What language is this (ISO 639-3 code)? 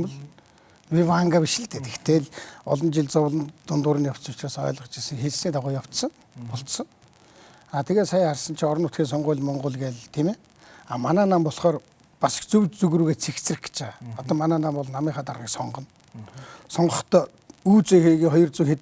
mon